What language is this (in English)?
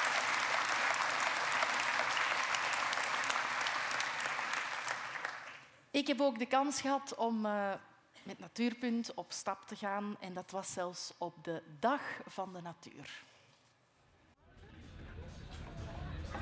Dutch